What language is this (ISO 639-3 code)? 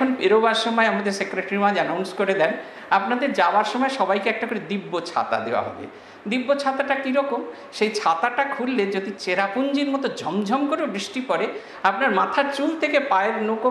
ben